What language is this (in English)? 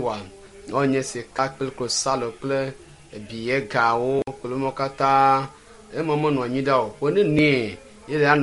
Ewe